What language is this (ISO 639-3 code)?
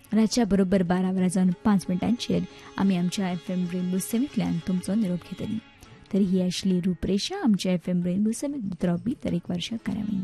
kok